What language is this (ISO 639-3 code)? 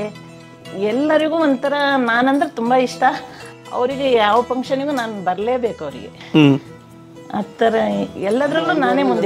kan